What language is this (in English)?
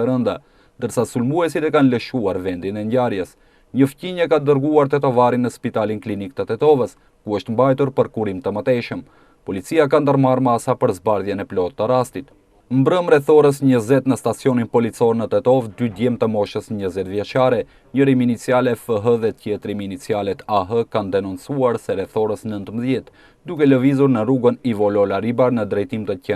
Albanian